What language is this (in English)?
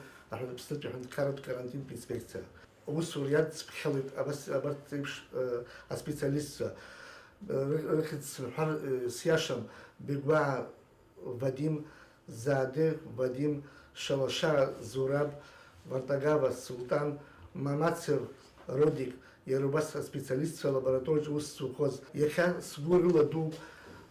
Abkhazian